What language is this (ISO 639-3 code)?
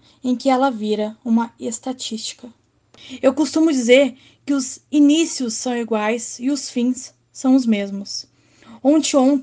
por